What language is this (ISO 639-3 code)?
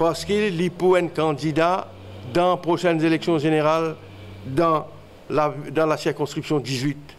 mfe